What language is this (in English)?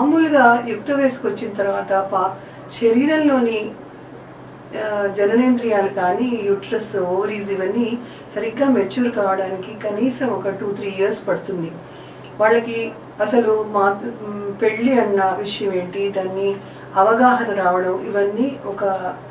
Telugu